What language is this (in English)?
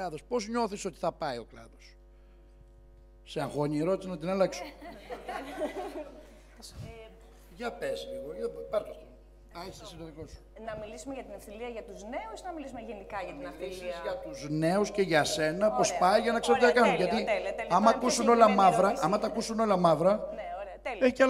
Greek